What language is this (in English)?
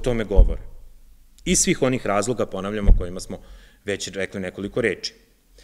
Serbian